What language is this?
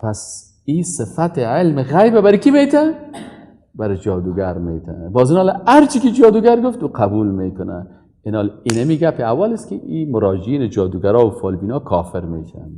Persian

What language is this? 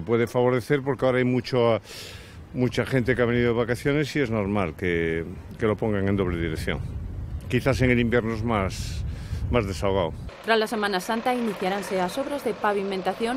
Galician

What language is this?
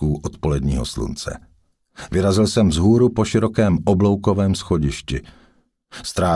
Czech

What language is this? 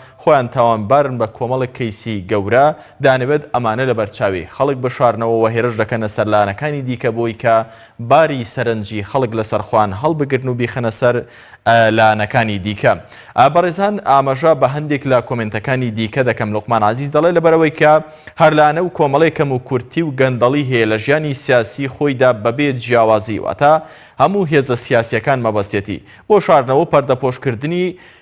Central Kurdish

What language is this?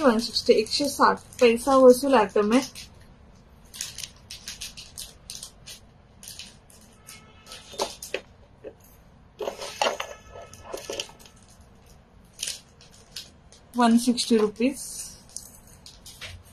Marathi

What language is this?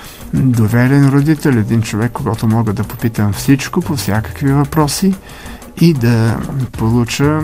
Bulgarian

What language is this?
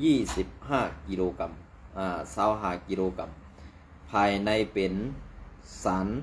Shan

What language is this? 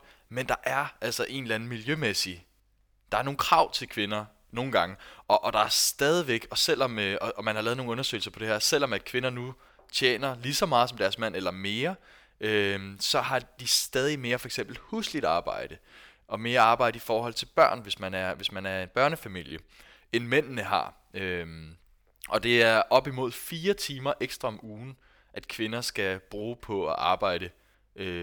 Danish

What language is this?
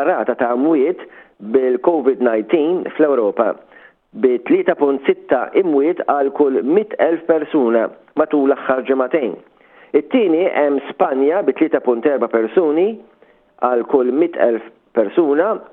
Maltese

